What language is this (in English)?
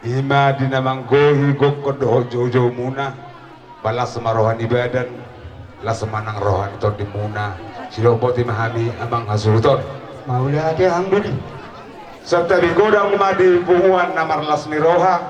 Batak Toba